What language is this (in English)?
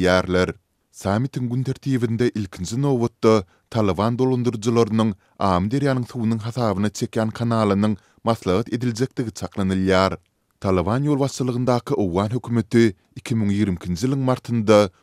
Turkmen